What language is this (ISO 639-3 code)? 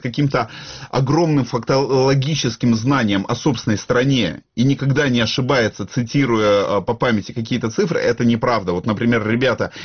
rus